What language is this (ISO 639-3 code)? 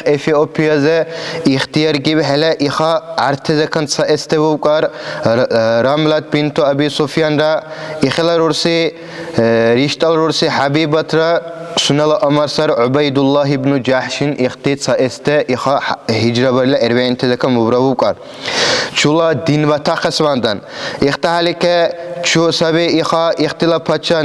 dar